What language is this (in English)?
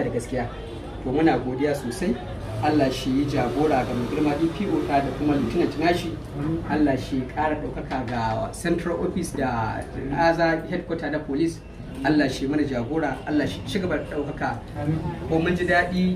Hausa